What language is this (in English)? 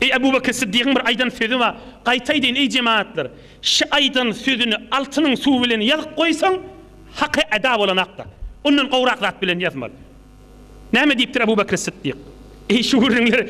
Turkmen